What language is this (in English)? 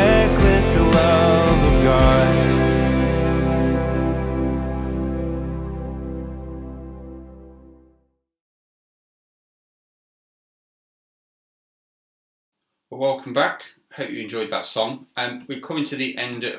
English